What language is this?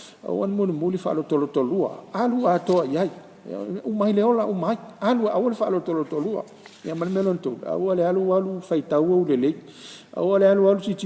Samoan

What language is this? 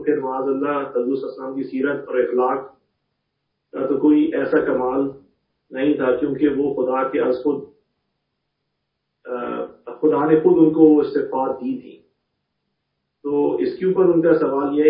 Urdu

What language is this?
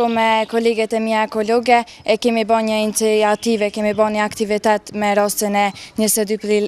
Albanian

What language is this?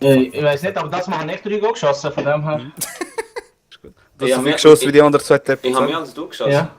Swiss German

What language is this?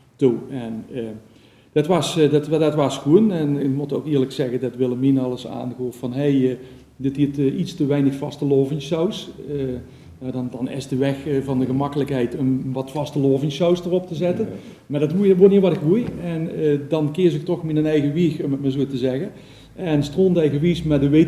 Limburgish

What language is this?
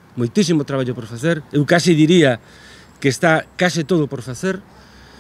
Galician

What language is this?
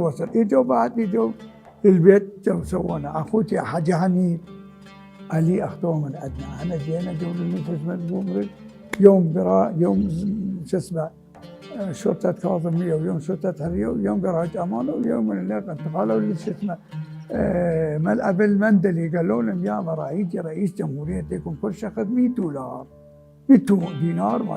Mesopotamian Arabic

